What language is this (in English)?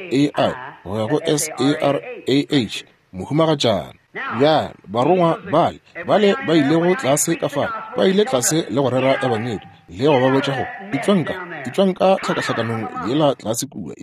Northern Sotho